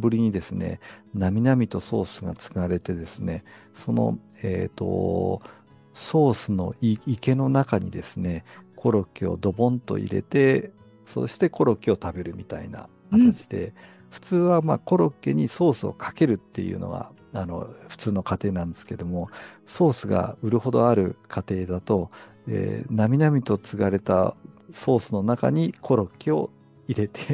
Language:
Japanese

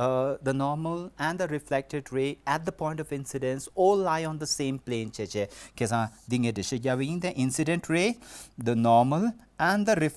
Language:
Tibetan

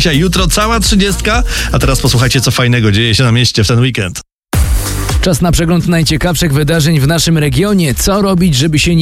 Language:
Polish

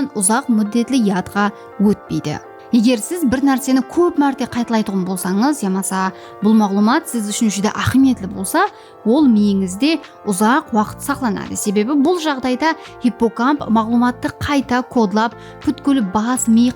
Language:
Kara-Kalpak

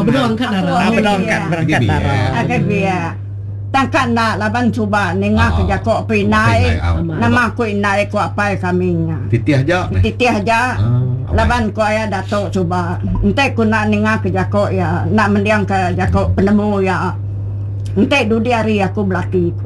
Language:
Iban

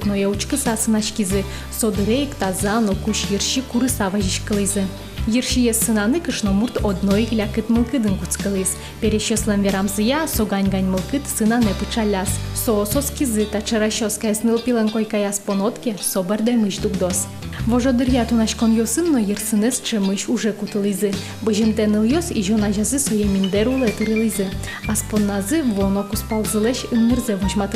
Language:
Udmurt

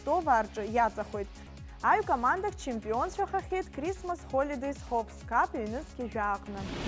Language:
Abkhazian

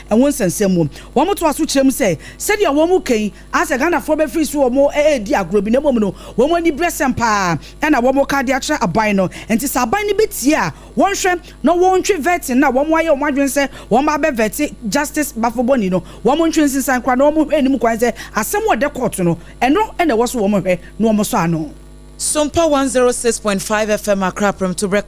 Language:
Akan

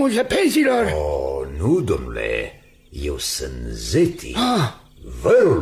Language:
Romanian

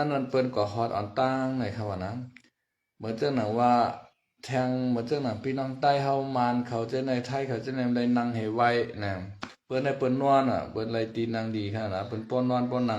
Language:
Shan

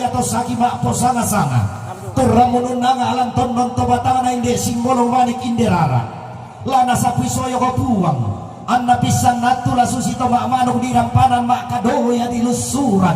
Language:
Toraja-Sa'dan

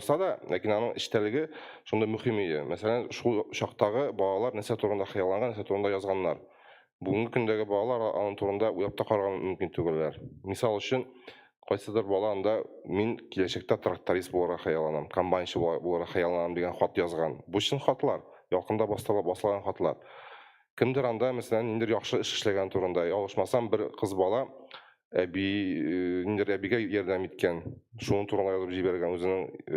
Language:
Tatar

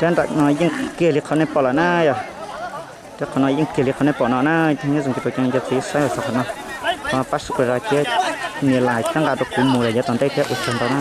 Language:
Hmong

